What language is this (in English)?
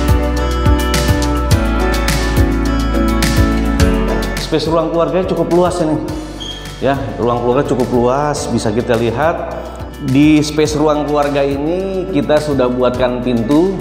Indonesian